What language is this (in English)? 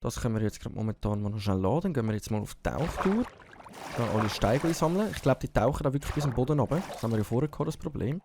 Swiss German